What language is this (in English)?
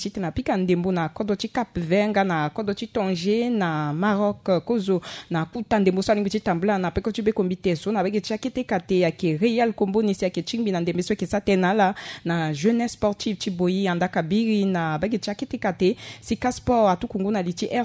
Sango